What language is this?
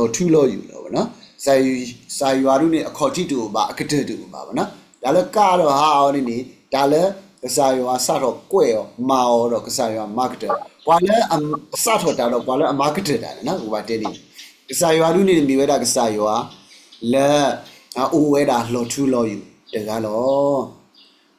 S'gaw Karen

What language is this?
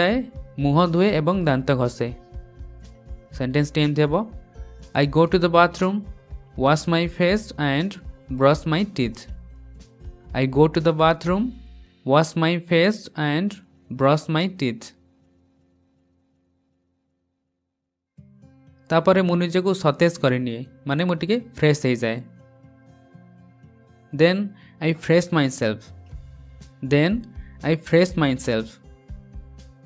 Odia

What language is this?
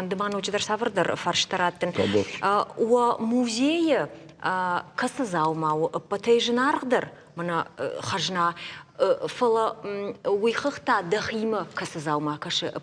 Ossetic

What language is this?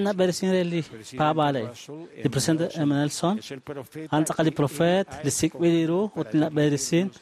Kekchí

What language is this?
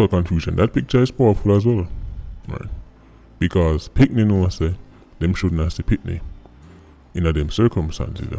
Jamaican Creole English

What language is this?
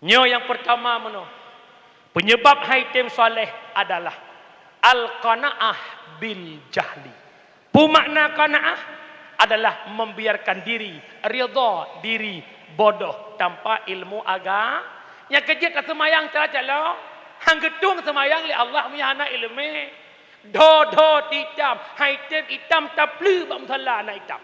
Achinese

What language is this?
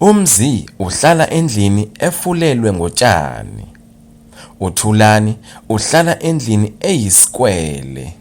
Zulu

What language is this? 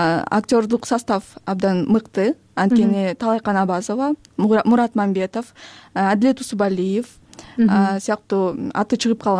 Kyrgyz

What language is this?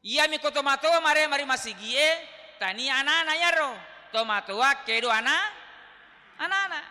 Buginese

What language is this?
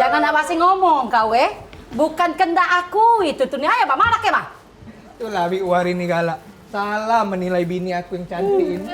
Musi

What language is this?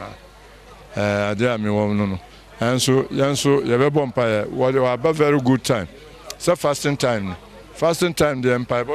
Akan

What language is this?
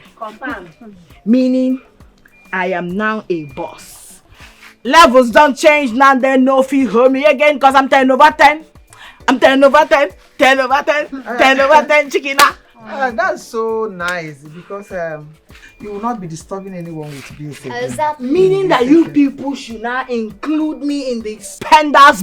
Nigerian Pidgin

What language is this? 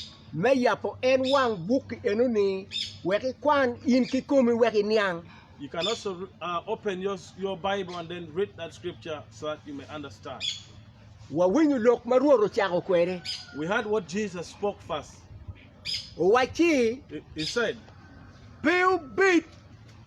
Acoli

